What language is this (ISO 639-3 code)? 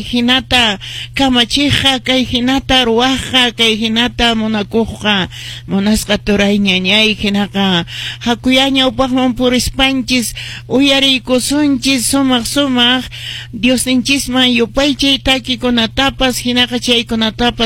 que